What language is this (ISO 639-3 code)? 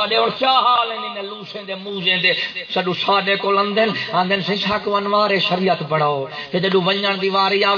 skr